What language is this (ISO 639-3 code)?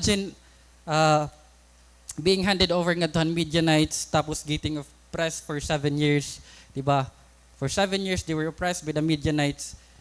war